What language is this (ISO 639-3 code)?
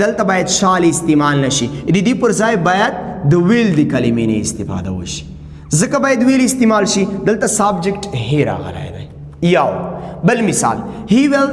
pus